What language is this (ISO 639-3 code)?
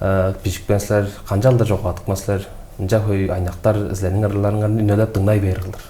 tyv